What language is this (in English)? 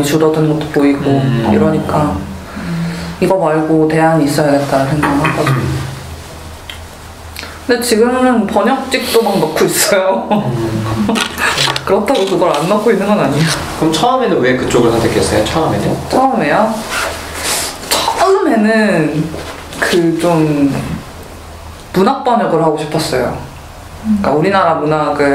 Korean